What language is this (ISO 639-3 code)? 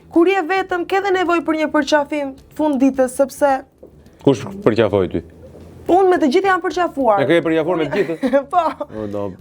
sqi